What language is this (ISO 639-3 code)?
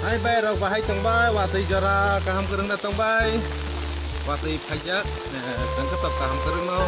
trp